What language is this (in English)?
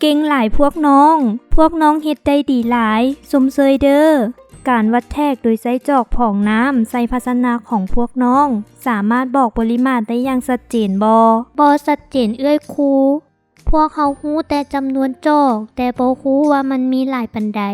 Lao